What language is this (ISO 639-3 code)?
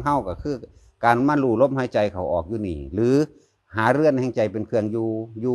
lao